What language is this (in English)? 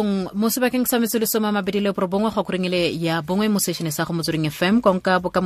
Tswana